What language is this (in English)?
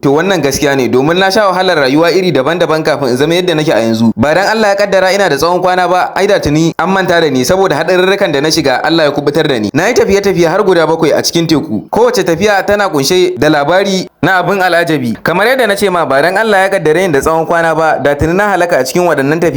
Hausa